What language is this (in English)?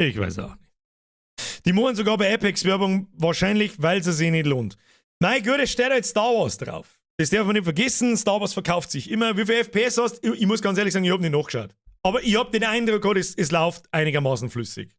Bavarian